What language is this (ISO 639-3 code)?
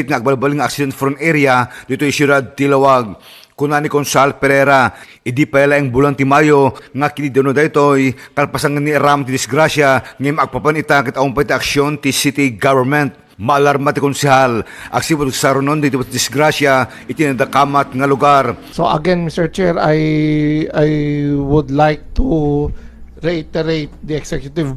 ilo